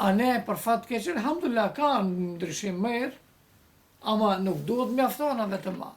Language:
Albanian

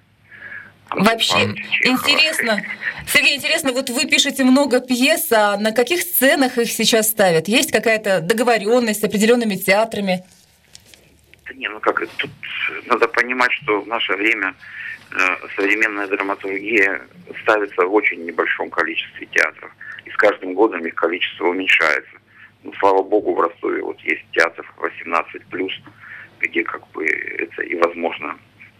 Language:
Russian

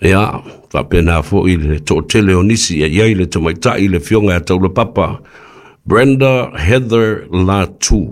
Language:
Samoan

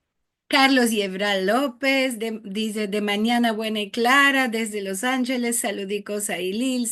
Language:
Ladino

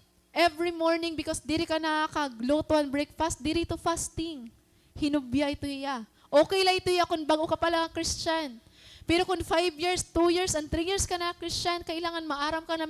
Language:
Waray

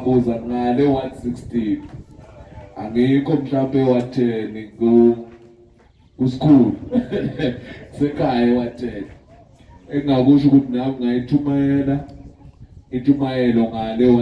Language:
Zulu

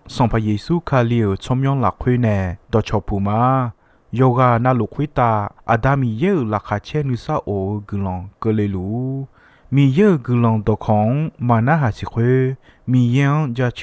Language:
Akha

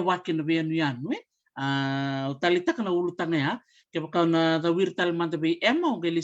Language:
Fijian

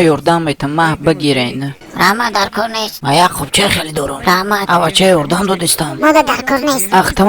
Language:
Tajik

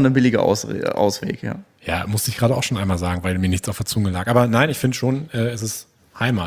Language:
German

